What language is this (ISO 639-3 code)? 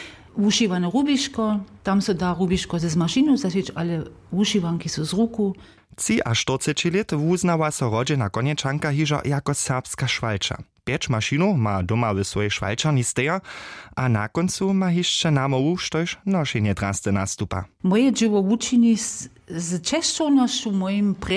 hsb